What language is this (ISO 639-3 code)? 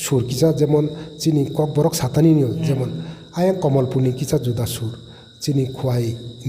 trp